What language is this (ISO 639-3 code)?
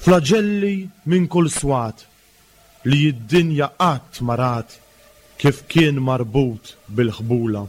mlt